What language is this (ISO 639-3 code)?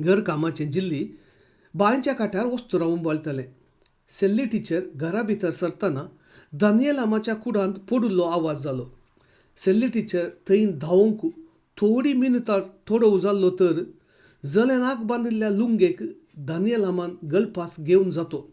kok